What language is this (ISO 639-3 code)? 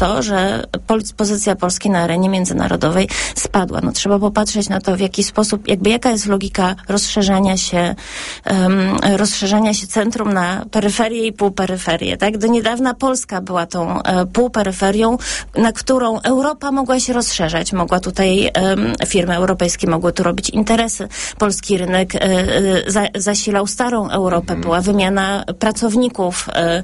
pol